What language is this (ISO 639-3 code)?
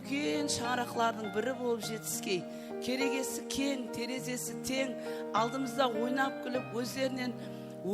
kaa